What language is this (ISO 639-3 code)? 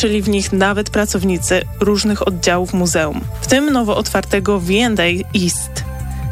pol